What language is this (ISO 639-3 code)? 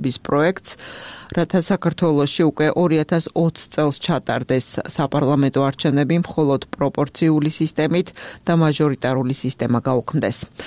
kat